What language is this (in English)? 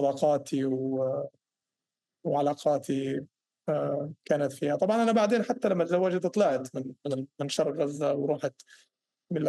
North Levantine Arabic